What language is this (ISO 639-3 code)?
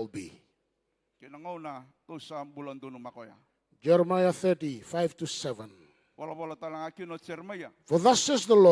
fij